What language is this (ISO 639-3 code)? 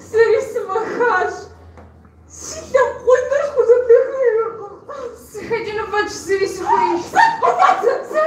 kbd